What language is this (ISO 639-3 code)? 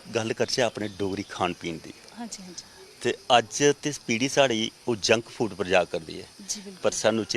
doi